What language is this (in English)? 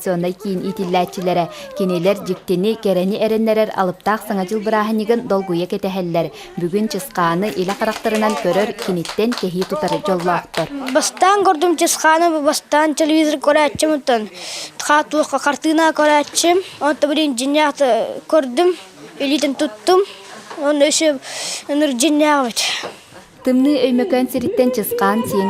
Yakut